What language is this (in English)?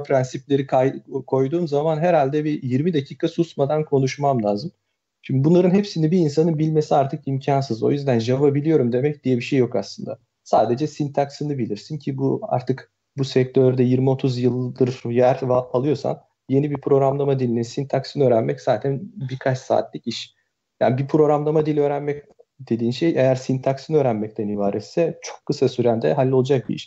Turkish